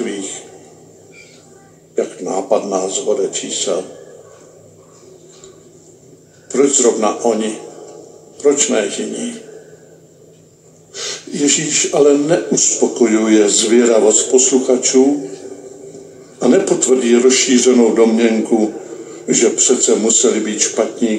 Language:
Czech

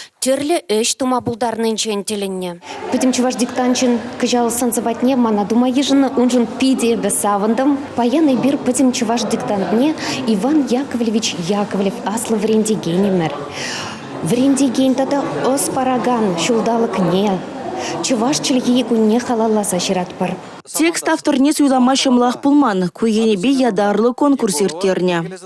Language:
Chuvash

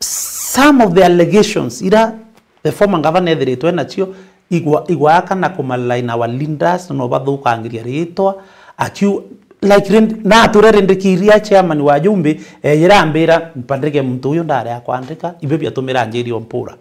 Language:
Meru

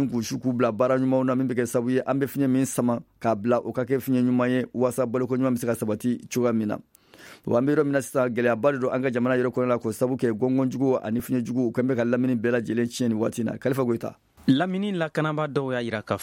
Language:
Bambara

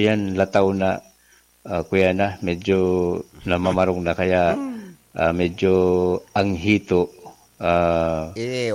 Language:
Bikol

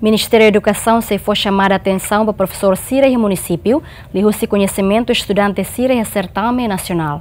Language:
Tetum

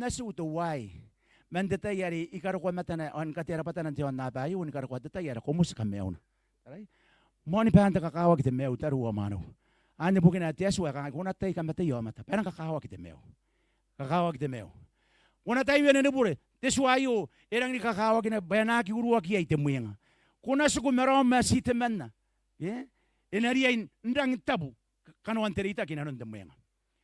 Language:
Gilbertese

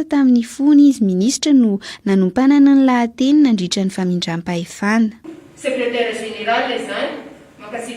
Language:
Malagasy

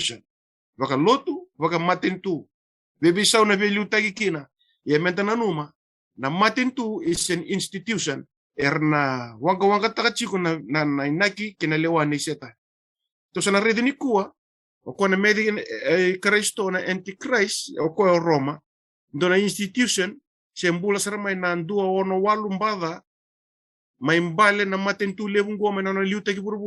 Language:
Fijian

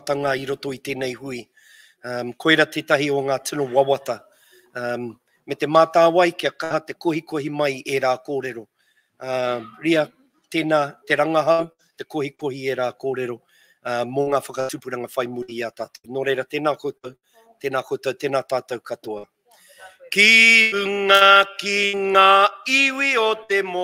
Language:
Māori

